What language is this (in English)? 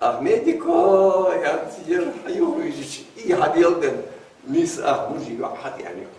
Ingush